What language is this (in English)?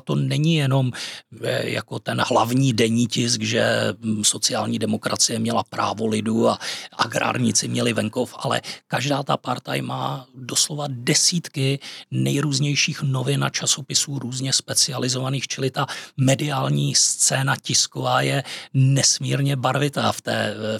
Czech